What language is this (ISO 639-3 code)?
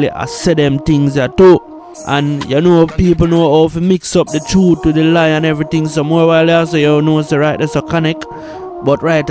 jam